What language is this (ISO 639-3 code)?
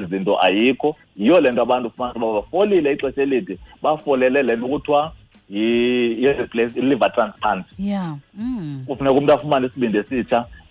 xho